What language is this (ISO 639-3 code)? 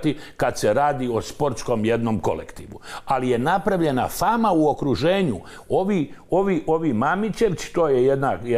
hrv